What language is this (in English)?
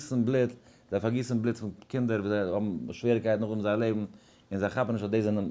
Yiddish